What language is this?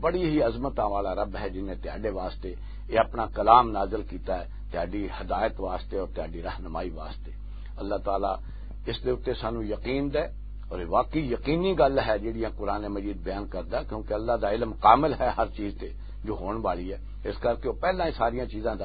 Western Panjabi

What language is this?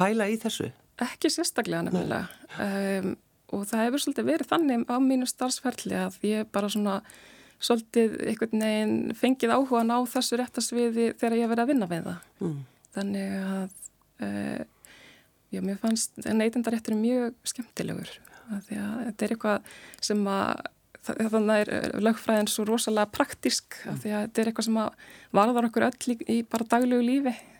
Icelandic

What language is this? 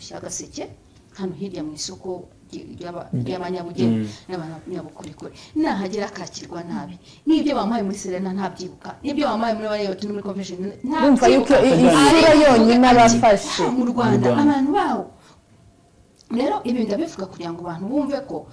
Kinyarwanda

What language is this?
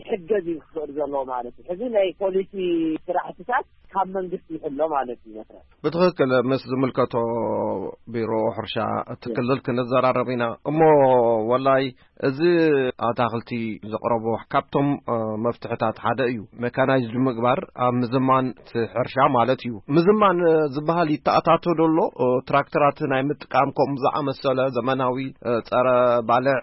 Tigrinya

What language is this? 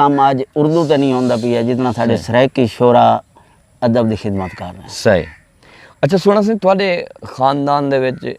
Saraiki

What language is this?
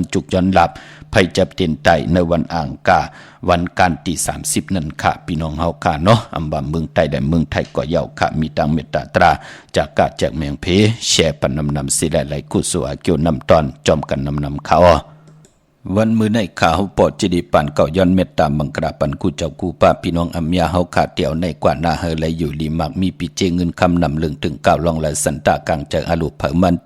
Shan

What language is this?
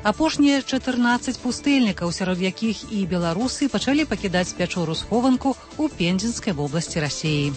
Belarusian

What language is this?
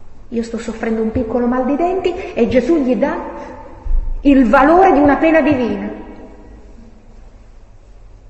Italian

